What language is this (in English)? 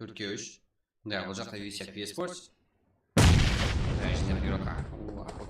Kara-Kalpak